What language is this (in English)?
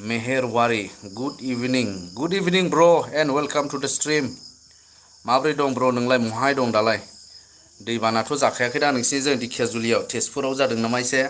Bodo